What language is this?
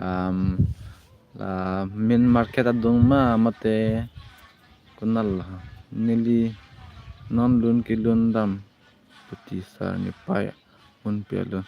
Karbi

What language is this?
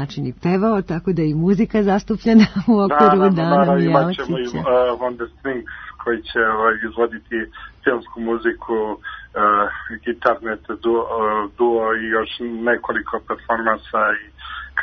Serbian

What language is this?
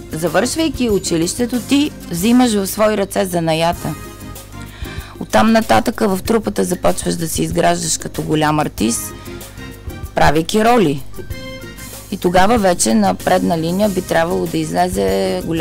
Bulgarian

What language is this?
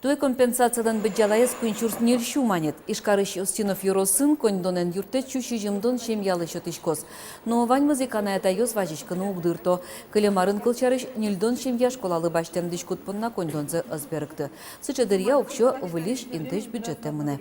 Udmurt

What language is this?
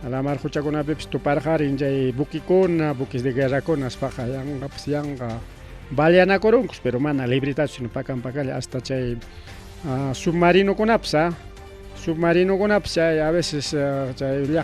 Ayacucho Quechua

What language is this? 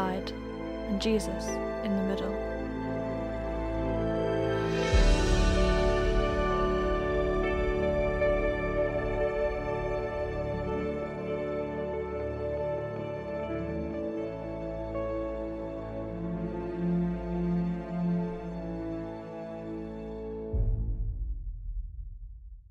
English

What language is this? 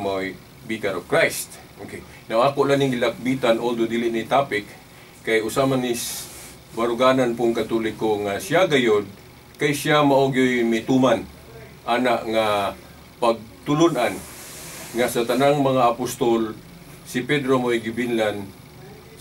Cebuano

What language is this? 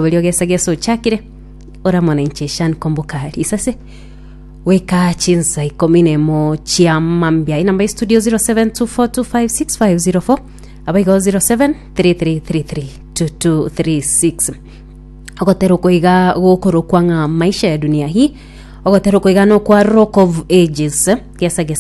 Gusii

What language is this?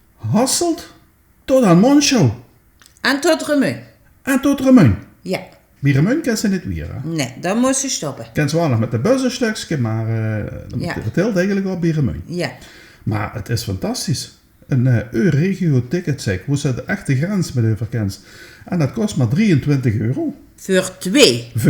Limburgish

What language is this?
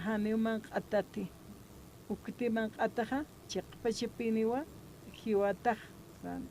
Aymara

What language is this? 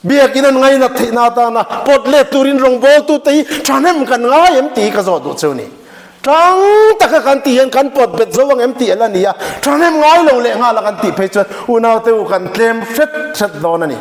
Mizo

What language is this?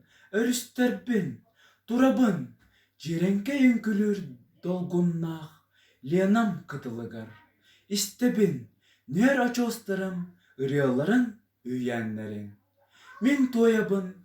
Yakut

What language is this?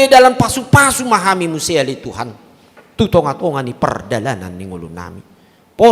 Batak Toba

